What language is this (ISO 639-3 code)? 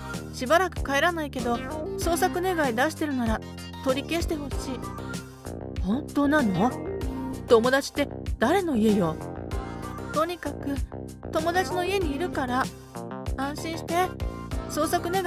jpn